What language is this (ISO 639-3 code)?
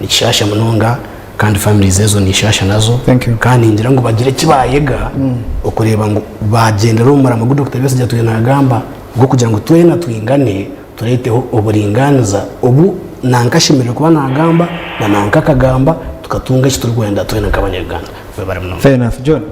nyn